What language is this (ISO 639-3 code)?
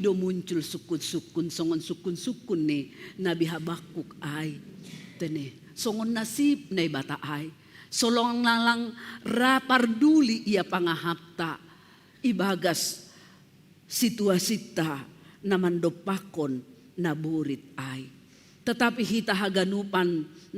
bts